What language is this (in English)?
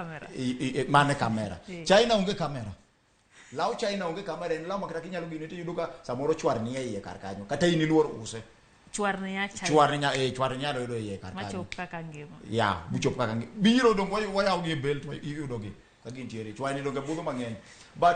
Luo (Kenya and Tanzania)